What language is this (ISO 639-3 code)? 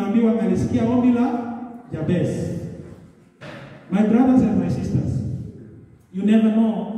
swa